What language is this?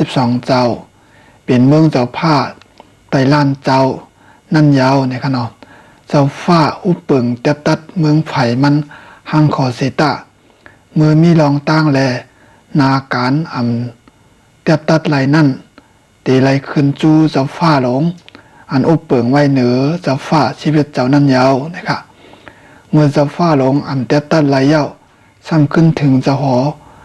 Shan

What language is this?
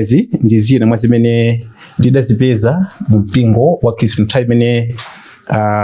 Nyanja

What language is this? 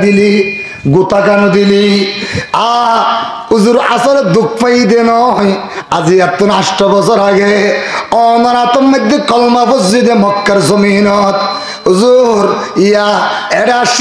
Rohingya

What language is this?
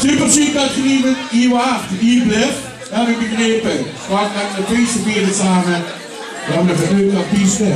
Limburgish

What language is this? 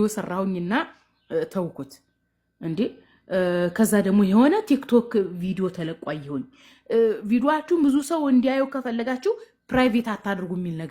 Amharic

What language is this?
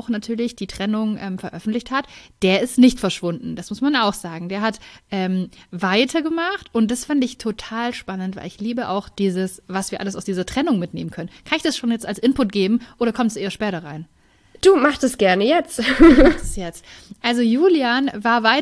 German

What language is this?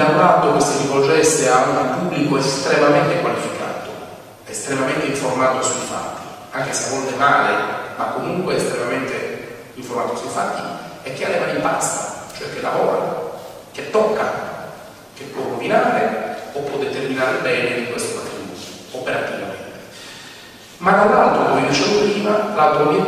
Italian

